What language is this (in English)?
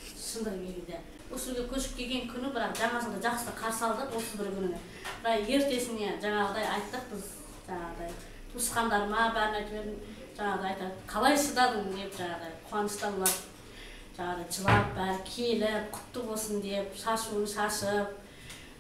Kyrgyz